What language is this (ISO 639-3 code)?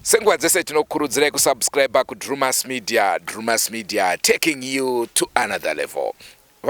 sna